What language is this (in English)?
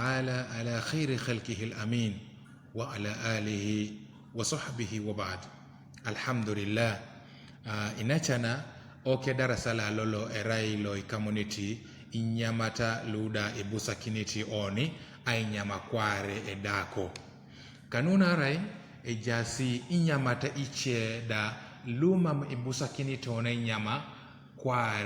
Teso